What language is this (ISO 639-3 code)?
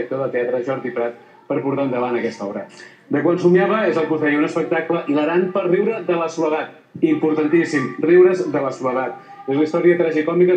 cat